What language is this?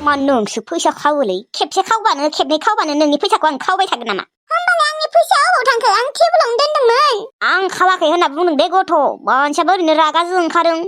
Bodo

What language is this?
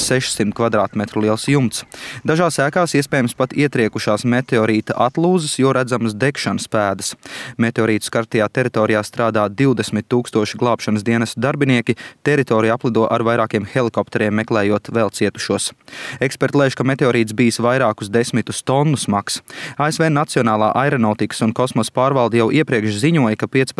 Latvian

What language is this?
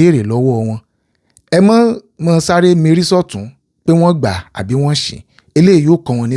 Yoruba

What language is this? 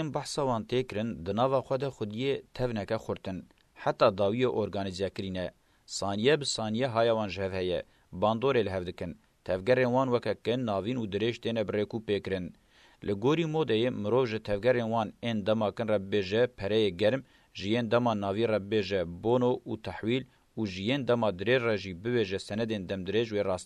Kurdish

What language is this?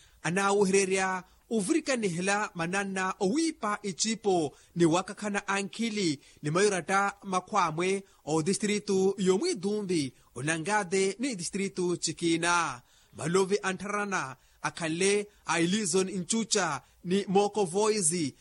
Makhuwa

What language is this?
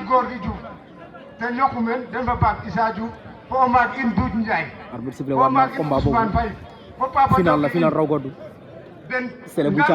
Wolof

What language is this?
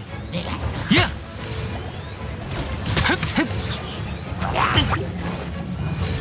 Japanese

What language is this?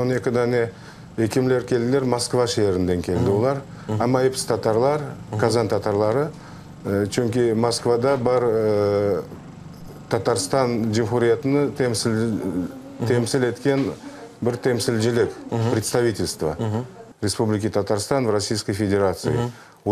Crimean Tatar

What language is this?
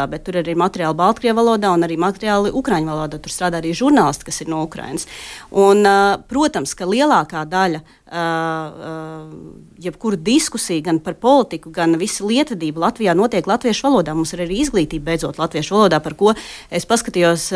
Latvian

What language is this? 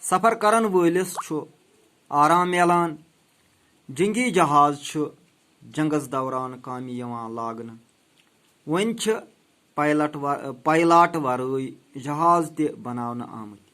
Kashmiri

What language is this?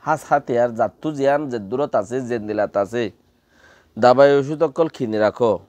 Rohingya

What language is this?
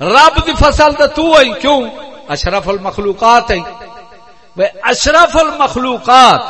Saraiki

